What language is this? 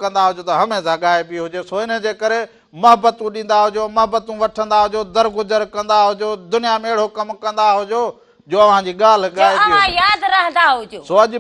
Sindhi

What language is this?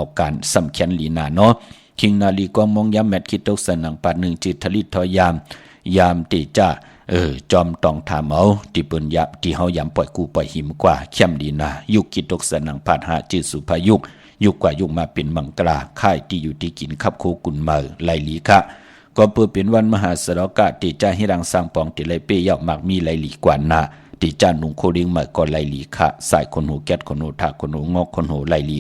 Shan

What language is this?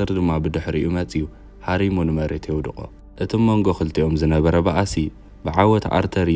Tigrinya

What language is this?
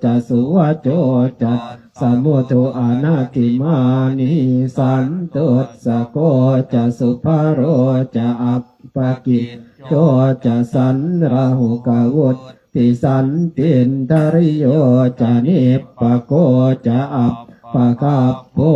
Pali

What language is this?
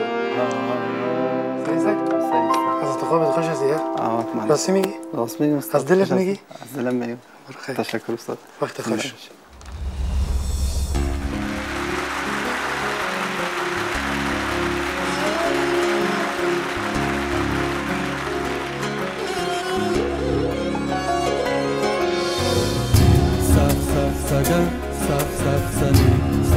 Persian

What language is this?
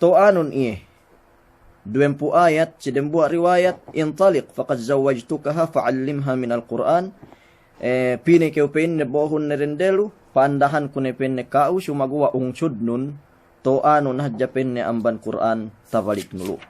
Yakan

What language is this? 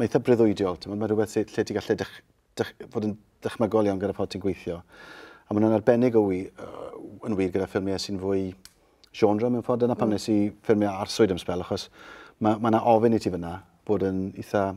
Welsh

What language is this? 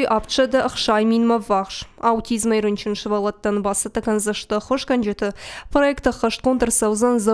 Ossetic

